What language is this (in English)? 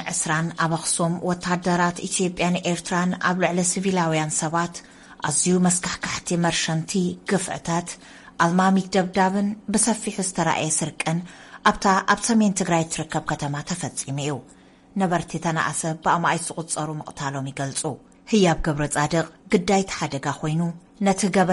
Tigrinya